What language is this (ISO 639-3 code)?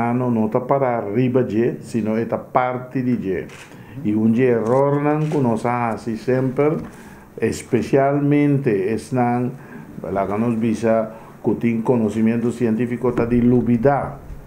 pap